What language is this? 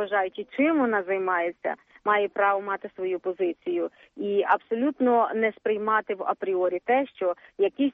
Ukrainian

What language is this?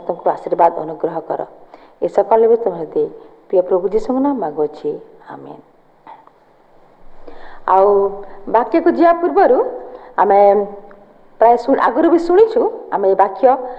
Odia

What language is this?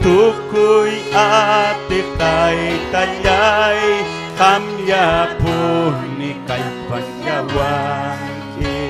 Ayacucho Quechua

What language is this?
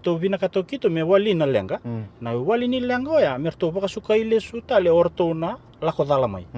Fijian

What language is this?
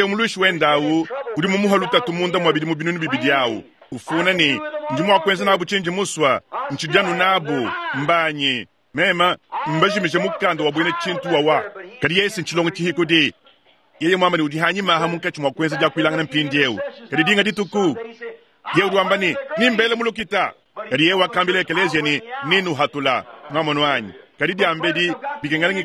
Luba-Lulua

